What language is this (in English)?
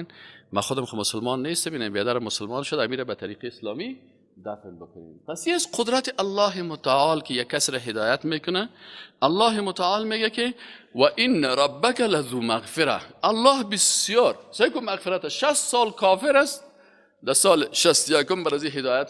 Persian